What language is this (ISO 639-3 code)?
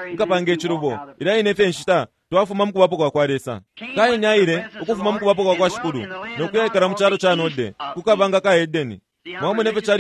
bem